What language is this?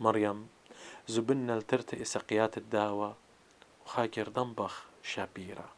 Assyrian Neo-Aramaic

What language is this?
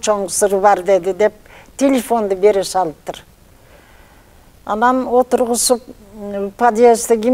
Kyrgyz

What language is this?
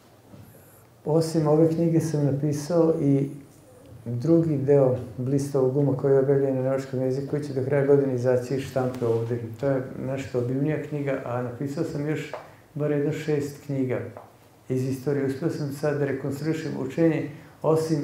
Serbian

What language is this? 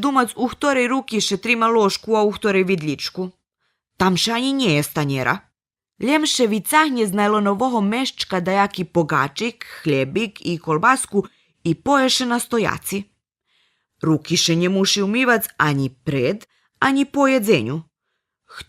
Rusyn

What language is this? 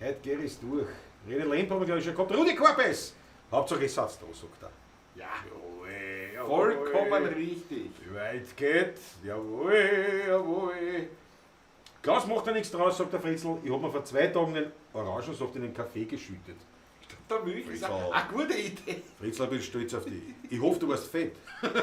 Bavarian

